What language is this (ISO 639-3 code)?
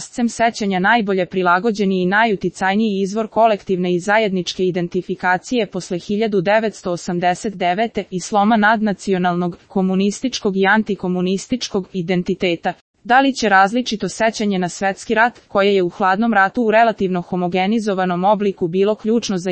srp